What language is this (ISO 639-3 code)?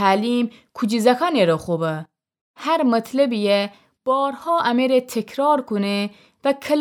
glk